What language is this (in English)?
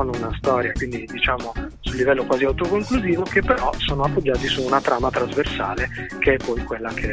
Italian